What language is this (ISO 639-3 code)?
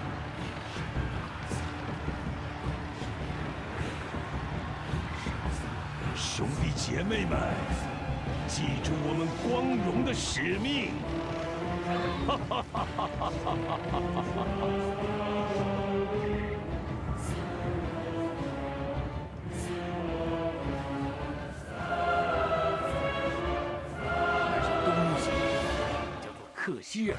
zho